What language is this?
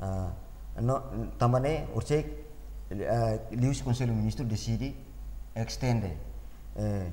Tetum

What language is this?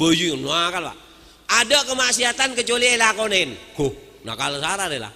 Madurese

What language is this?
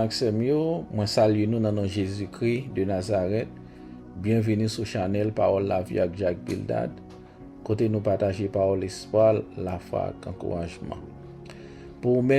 Haitian Creole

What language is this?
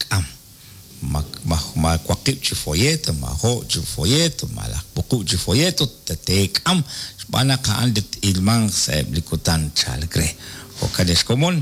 Kekchí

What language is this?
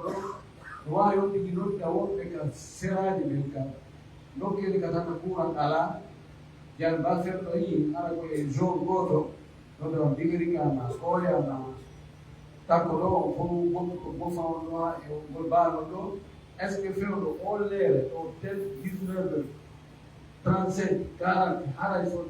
Pular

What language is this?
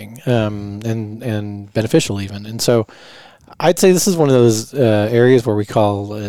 English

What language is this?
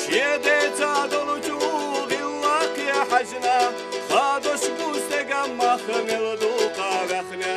Chechen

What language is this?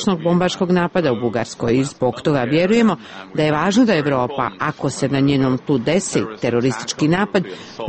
Serbian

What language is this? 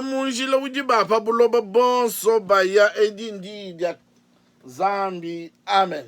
Luba-Lulua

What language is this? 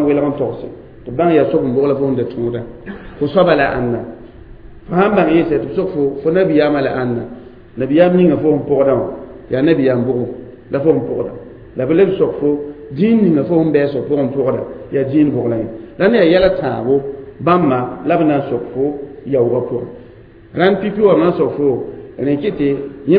Mossi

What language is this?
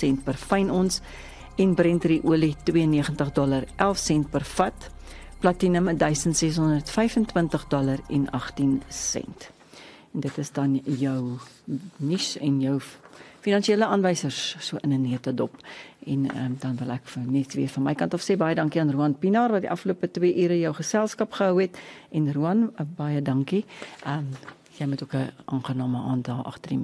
Afrikaans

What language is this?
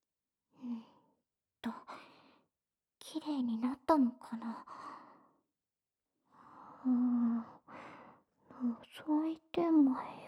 Japanese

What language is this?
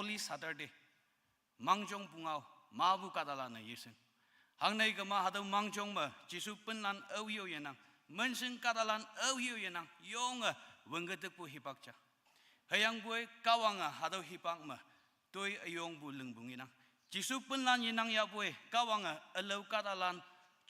Konyak Naga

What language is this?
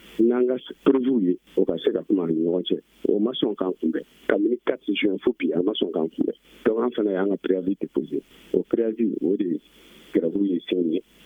Bambara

